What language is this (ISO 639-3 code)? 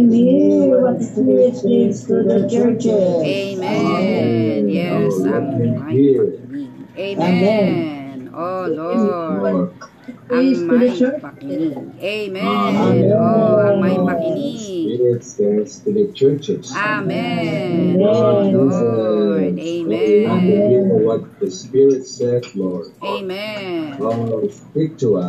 fil